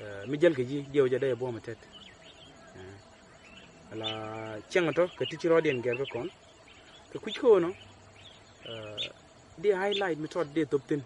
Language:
Nuer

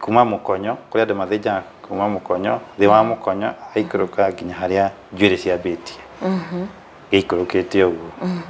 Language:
Kikuyu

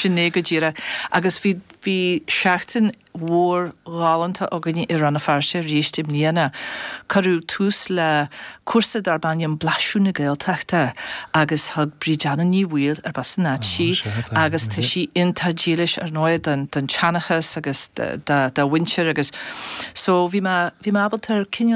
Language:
Irish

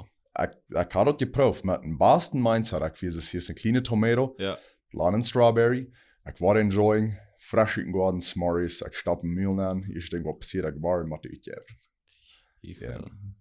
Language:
Plautdietsch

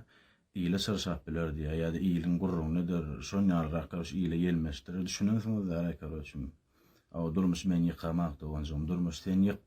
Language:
Turkmen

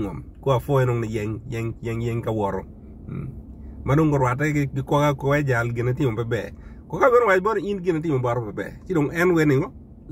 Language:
Acoli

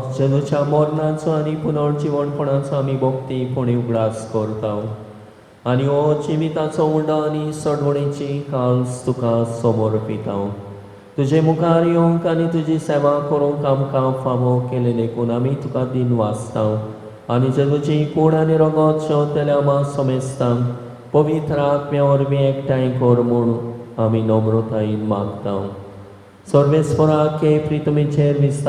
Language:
Konkani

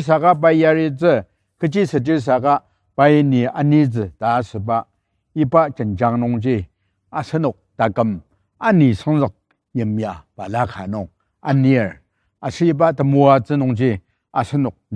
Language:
Ao Naga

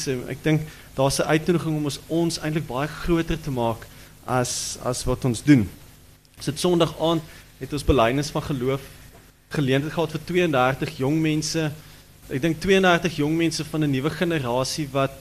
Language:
Afrikaans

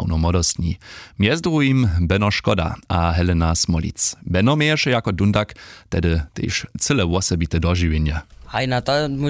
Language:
Upper Sorbian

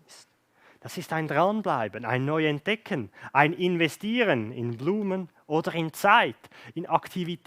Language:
Swiss German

